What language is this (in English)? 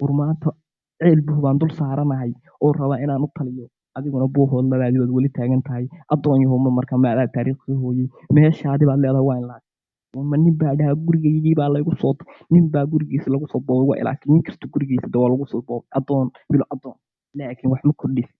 Somali